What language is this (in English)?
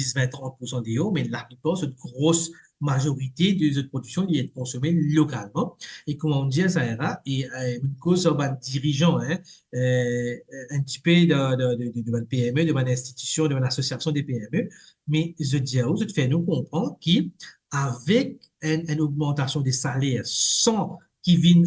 Morisyen